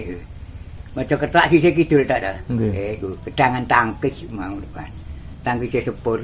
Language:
Javanese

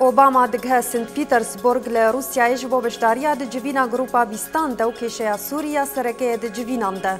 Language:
Kurdish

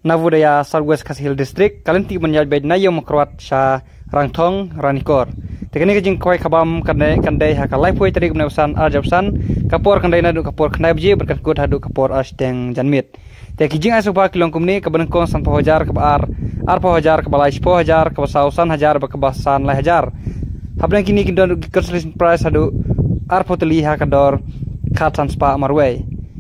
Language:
Khasi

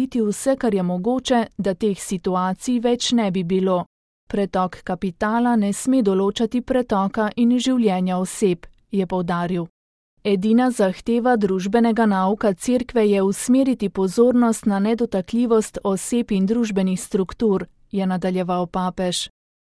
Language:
Slovenian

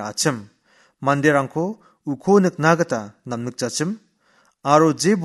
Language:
Garo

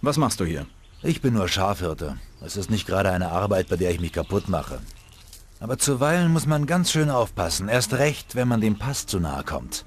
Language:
Bavarian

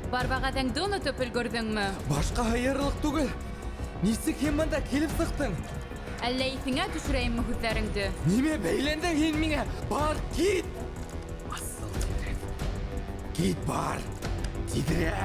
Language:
Bashkir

